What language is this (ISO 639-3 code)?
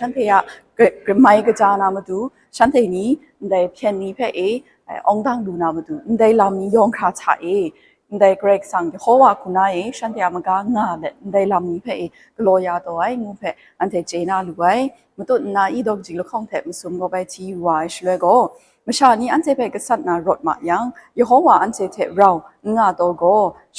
kac